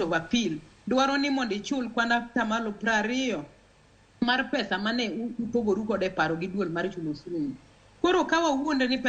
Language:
Luo (Kenya and Tanzania)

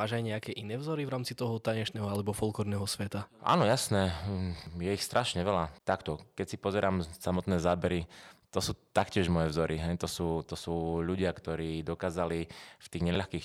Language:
Slovak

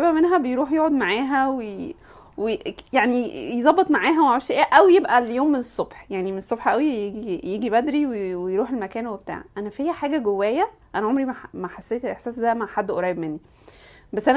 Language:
Egyptian Arabic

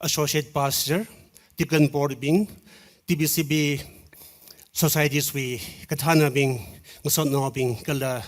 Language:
Tangkhul Naga (India)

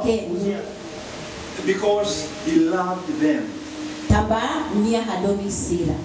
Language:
Tetum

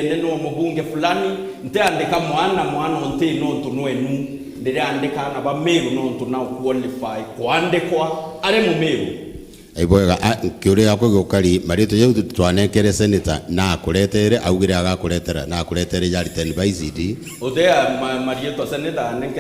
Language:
Meru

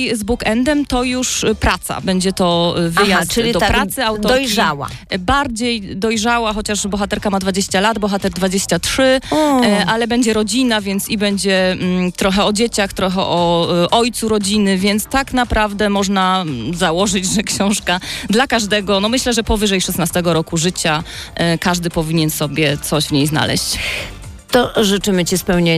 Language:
Polish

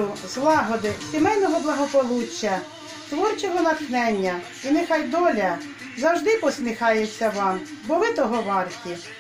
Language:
Ukrainian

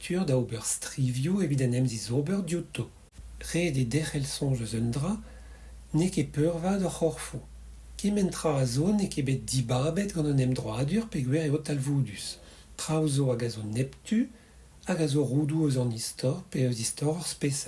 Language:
Breton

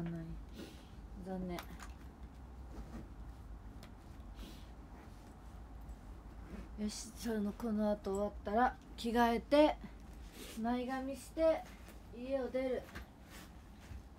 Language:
Japanese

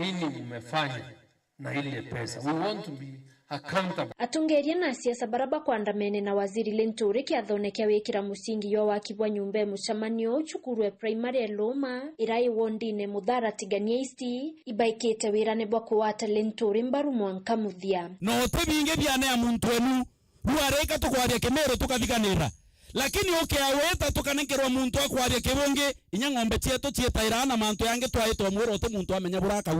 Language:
Meru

